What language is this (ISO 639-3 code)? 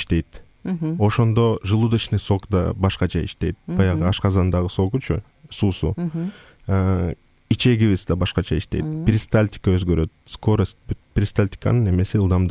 kir